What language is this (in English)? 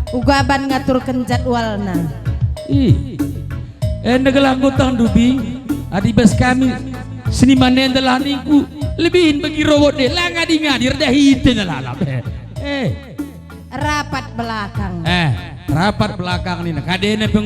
Batak Karo